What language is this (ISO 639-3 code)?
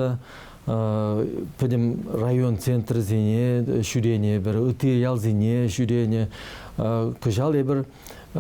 chv